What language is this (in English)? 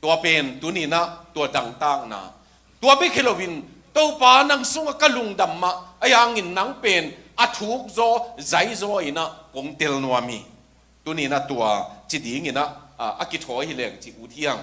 Tedim Chin